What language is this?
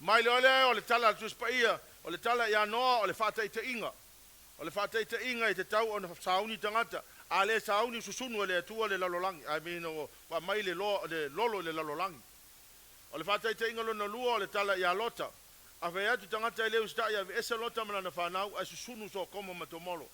Samoan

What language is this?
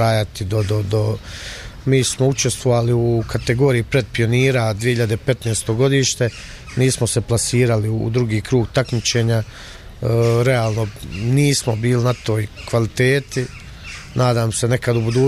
Bosnian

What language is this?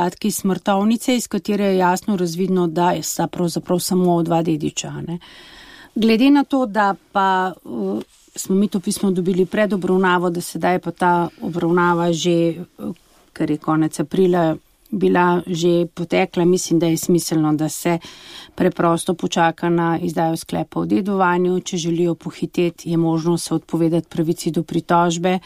Slovenian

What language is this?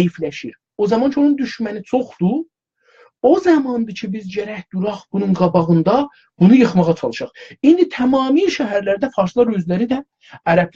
South Azerbaijani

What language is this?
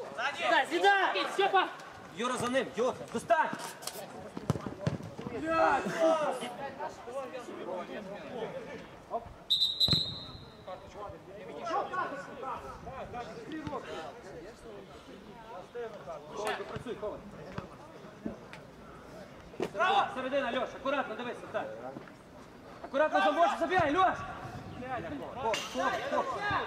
Ukrainian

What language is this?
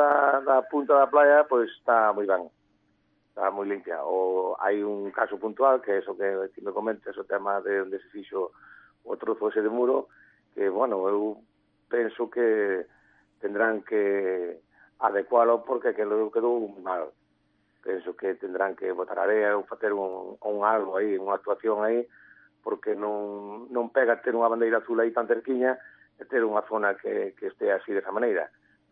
Galician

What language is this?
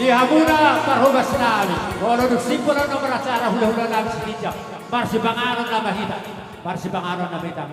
Batak Toba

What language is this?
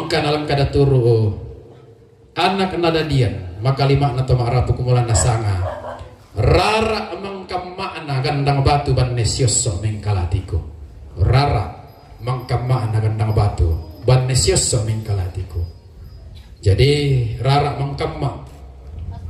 Toraja-Sa'dan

